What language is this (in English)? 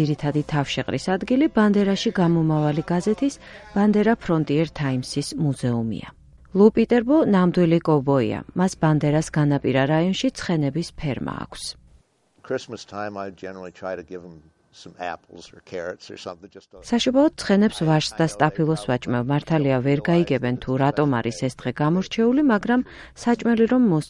Georgian